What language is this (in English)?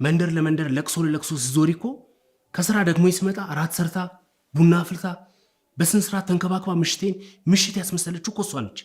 Amharic